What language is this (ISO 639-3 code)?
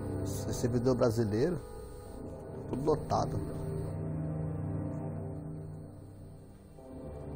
por